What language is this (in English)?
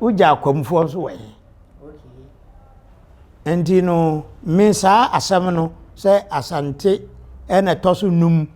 Akan